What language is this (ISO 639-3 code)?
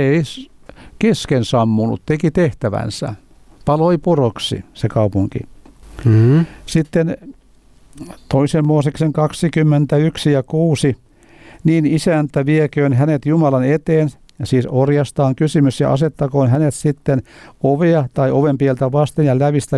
fin